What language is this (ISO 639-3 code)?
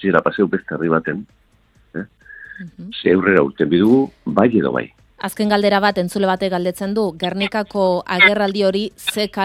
eus